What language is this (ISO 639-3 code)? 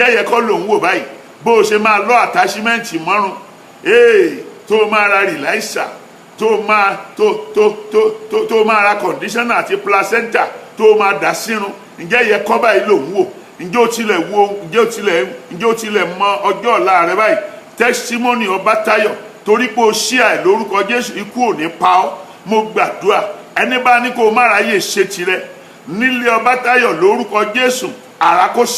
yor